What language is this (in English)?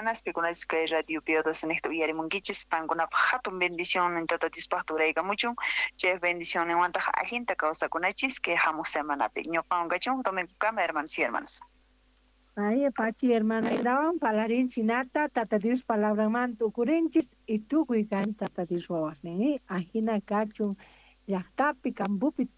South Bolivian Quechua